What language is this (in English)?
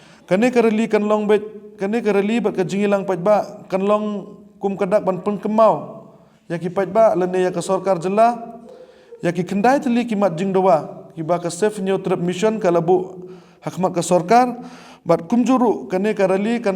Khasi